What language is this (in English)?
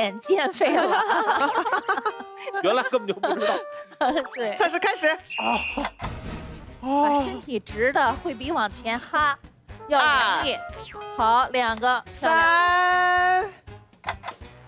Chinese